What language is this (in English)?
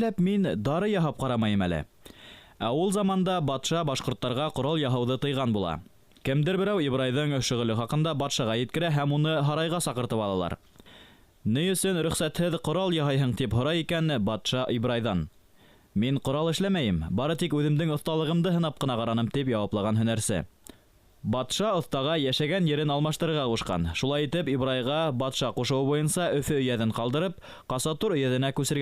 Bashkir